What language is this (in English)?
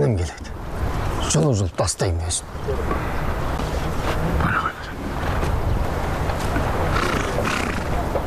Kazakh